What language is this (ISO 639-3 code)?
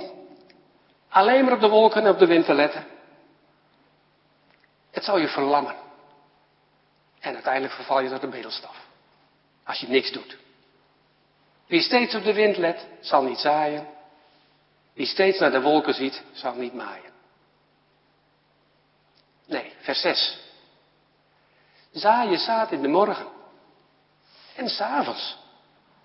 nld